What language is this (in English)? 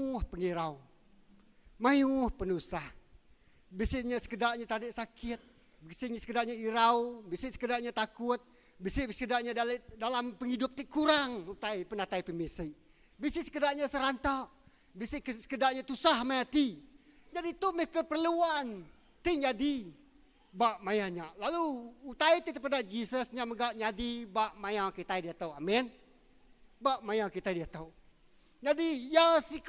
Iban